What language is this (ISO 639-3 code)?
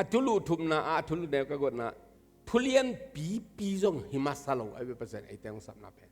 ctd